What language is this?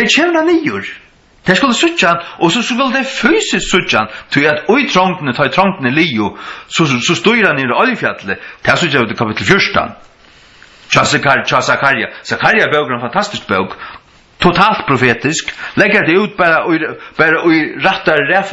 Faroese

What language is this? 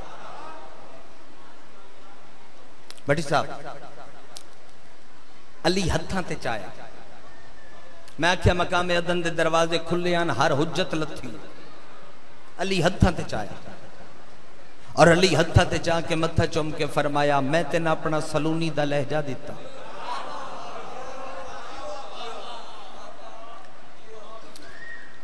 Western Panjabi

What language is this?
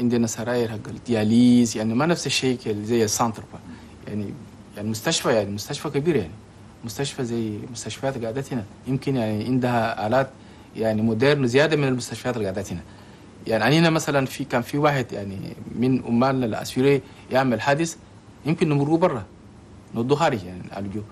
Chadian Arabic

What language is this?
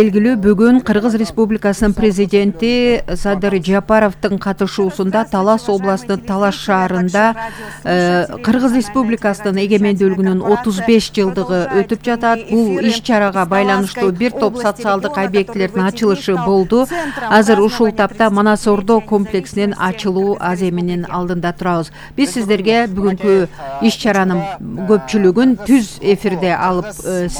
Kyrgyz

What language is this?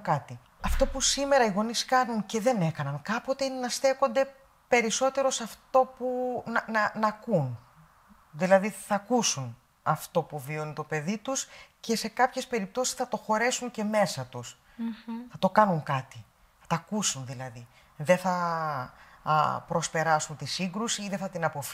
Greek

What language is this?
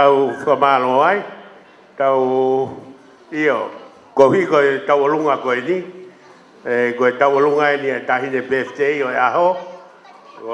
Tongan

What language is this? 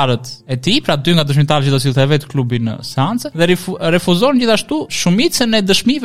Albanian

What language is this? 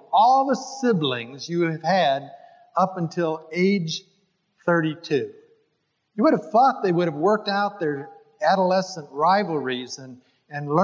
English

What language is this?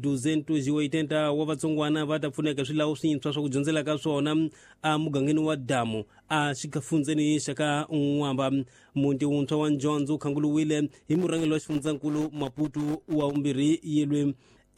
Tsonga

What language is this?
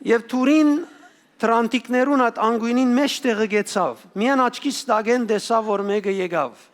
Western Armenian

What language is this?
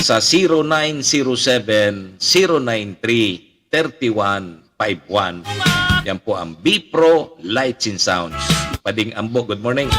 Bikol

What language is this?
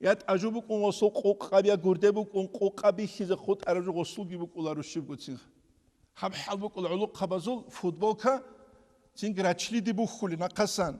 Avaric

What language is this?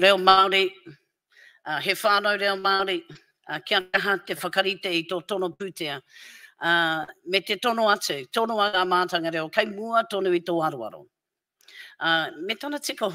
Māori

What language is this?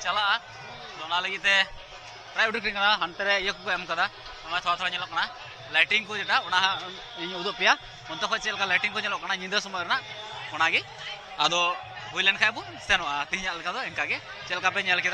Santali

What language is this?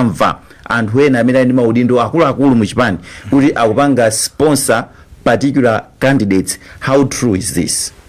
Nyanja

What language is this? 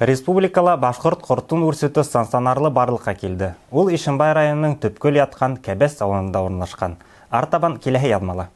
Bashkir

